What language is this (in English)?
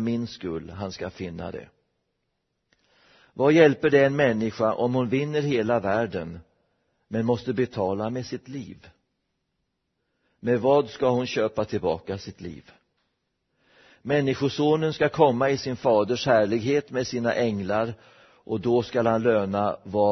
Swedish